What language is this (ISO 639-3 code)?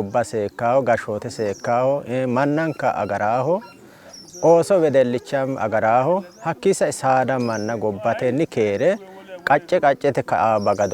sid